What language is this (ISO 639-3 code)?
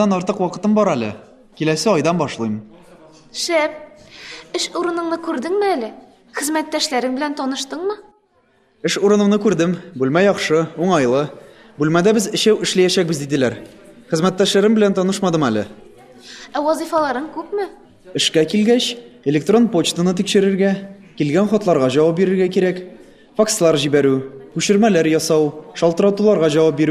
tat